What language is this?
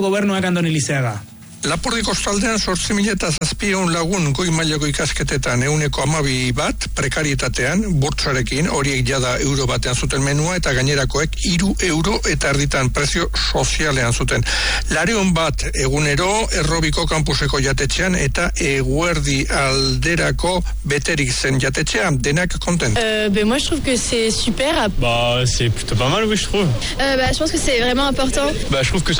Basque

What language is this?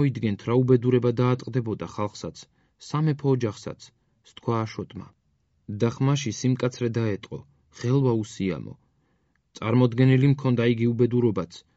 Georgian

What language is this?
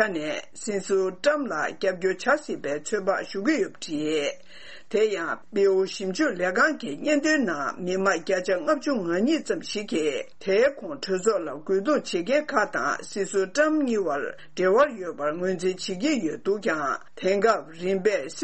Tibetan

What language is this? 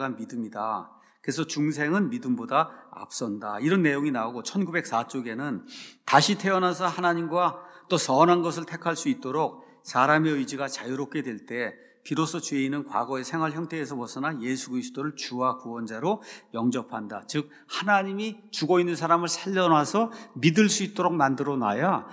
Korean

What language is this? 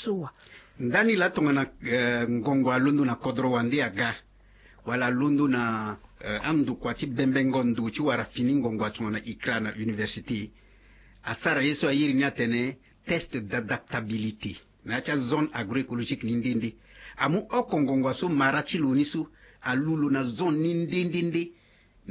Sango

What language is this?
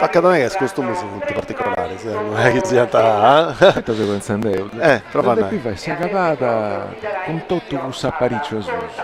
Sardinian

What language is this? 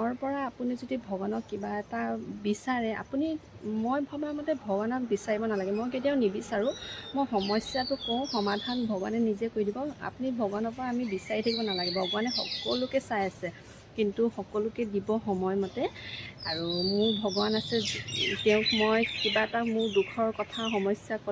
Assamese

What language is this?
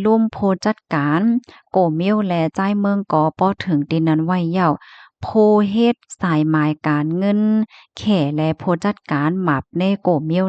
Shan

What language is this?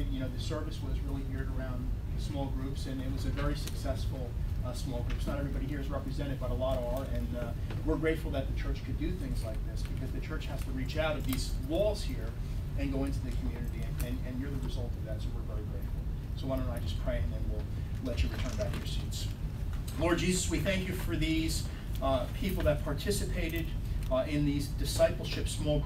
English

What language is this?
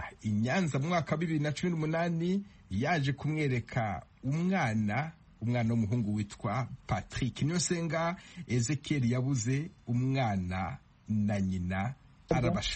Kinyarwanda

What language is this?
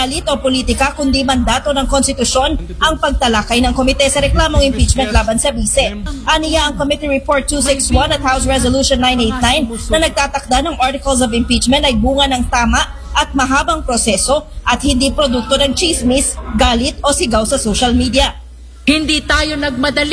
Filipino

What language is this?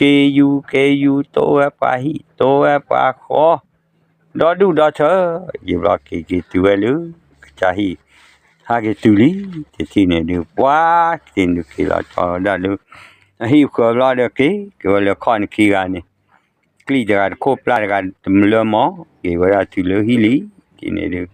S'gaw Karen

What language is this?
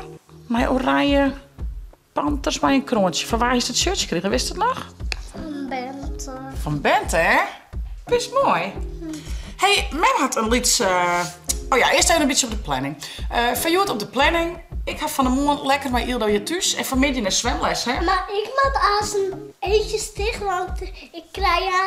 Western Frisian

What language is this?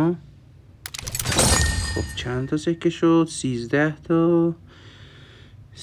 Persian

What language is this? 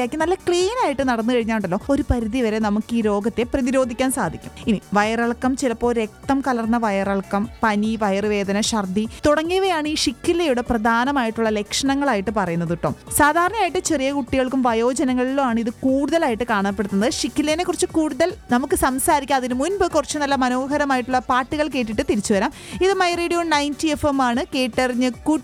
Malayalam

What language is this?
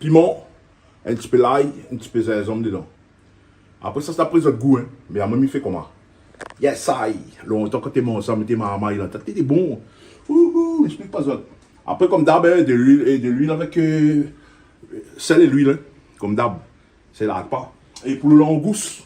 Réunion Creole French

